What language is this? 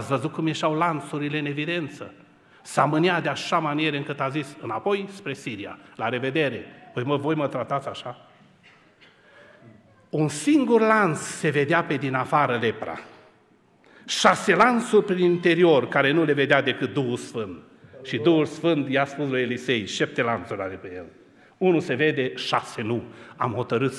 Romanian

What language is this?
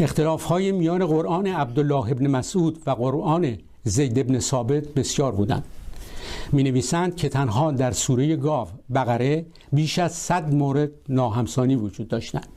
Persian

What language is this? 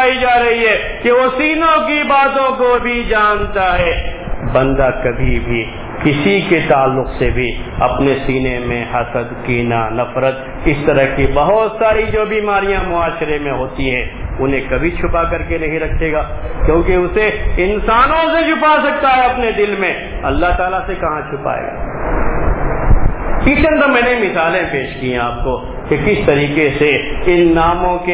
Urdu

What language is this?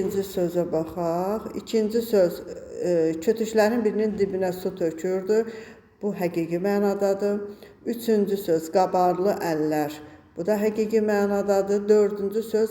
Azerbaijani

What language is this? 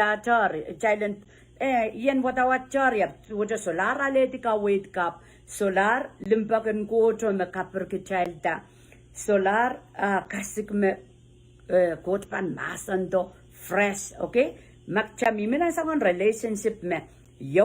Pohnpeian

